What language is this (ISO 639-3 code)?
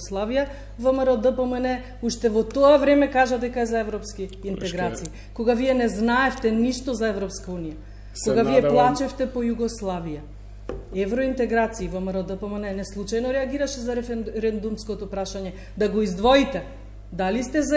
mkd